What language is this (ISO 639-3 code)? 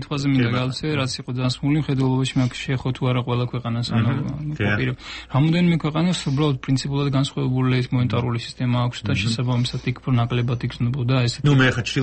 kat